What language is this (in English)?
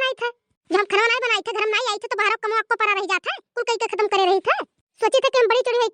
Awadhi